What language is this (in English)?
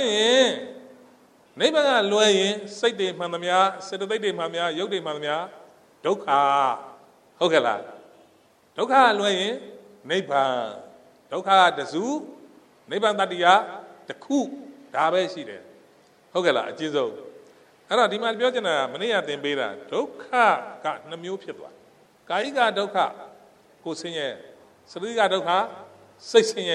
Burmese